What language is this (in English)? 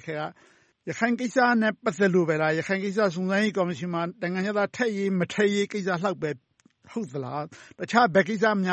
Burmese